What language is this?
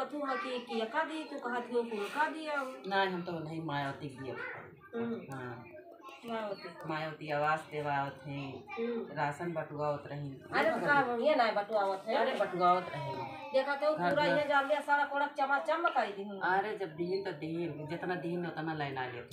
Awadhi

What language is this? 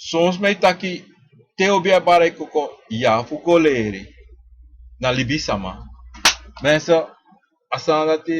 Sranan Tongo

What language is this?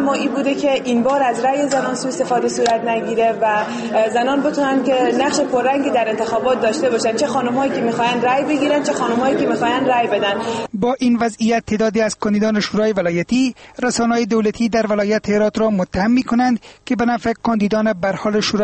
Persian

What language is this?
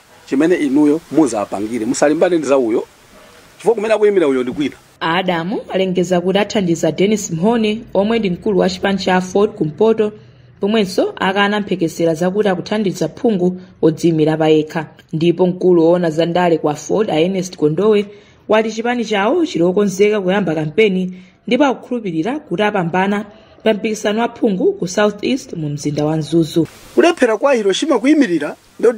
Nyanja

